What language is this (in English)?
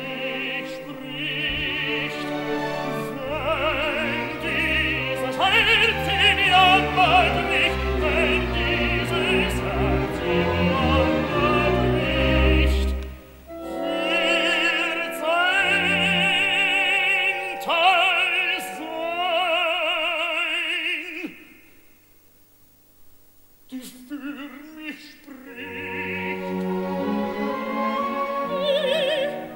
German